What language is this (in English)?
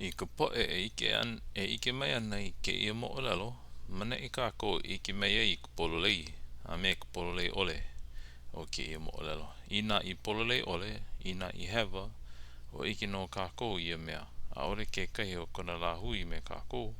Hawaiian